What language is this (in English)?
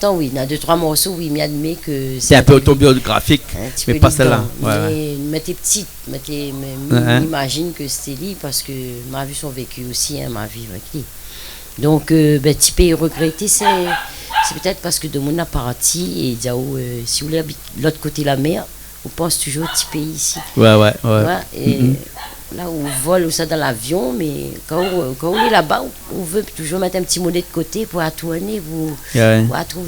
Réunion Creole French